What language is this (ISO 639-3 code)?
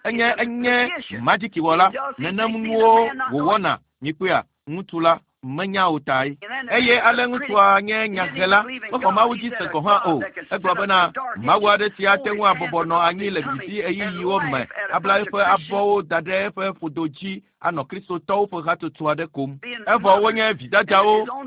ewe